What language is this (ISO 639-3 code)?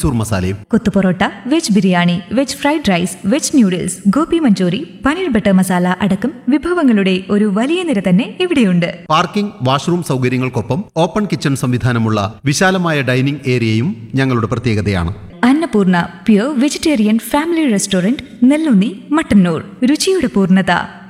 mal